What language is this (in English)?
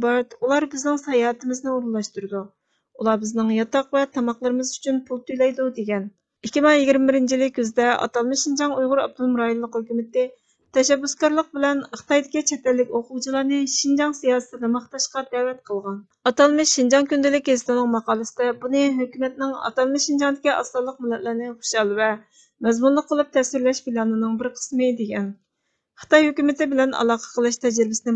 Uyghur